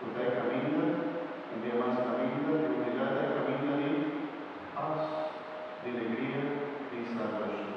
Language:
Papiamento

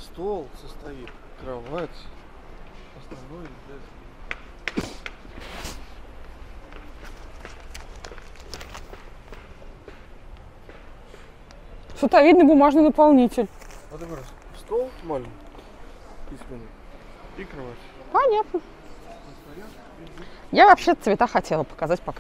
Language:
Russian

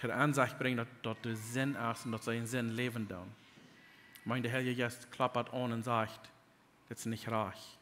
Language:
Plautdietsch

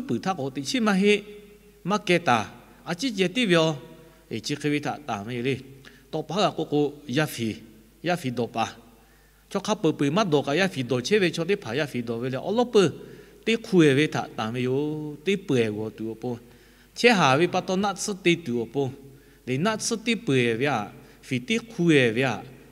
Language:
Lahu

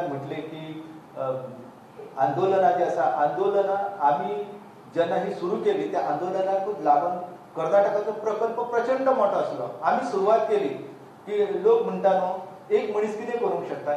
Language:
Konkani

